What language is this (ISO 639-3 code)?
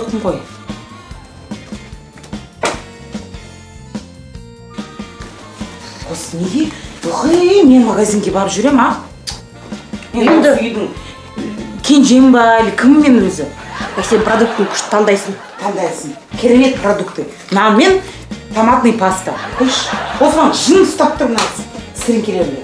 kaz